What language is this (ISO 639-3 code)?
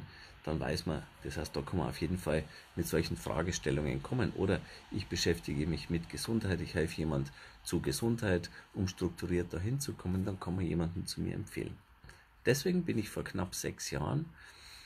deu